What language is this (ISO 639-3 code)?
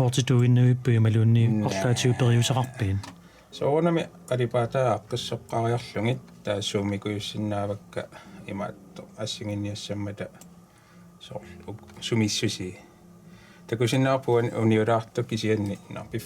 kal